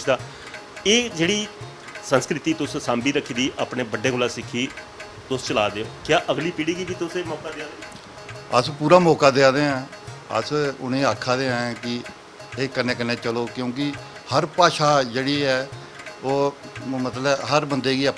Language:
Dogri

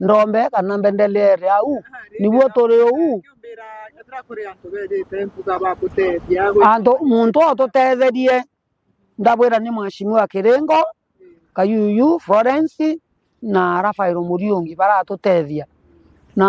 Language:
Meru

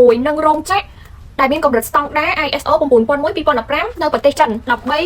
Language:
Khmer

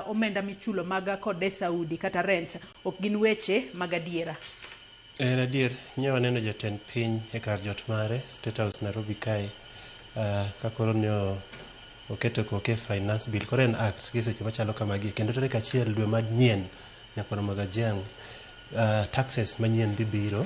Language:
Luo (Kenya and Tanzania)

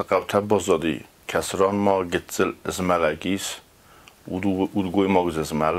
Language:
Ossetic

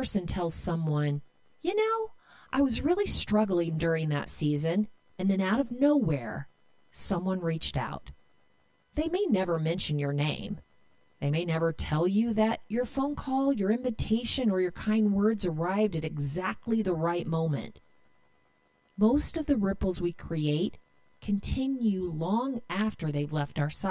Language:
English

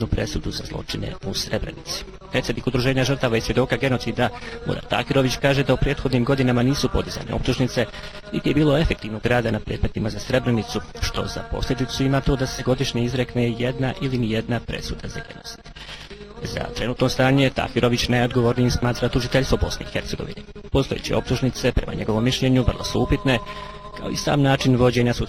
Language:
Bosnian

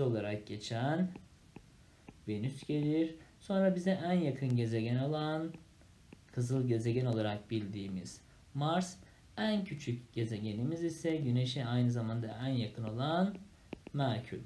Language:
Turkish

